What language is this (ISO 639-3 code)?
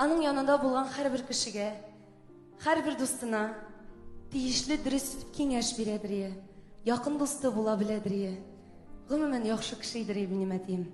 tat